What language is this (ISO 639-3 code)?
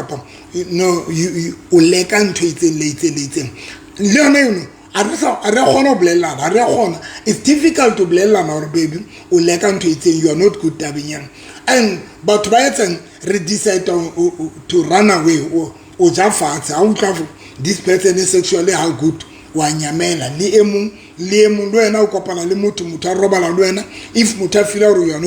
sot